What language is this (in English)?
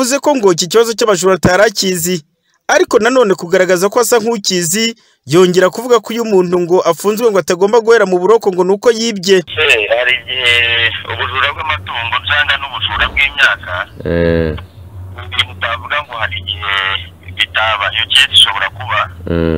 Kinyarwanda